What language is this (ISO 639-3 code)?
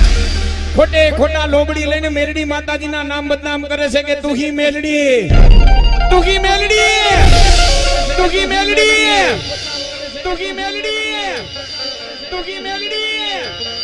guj